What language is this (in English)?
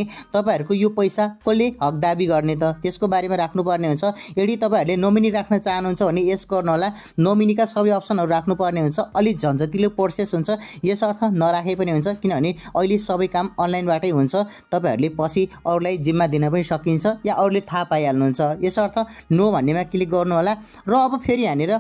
Nepali